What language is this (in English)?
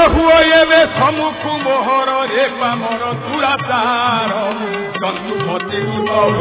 Odia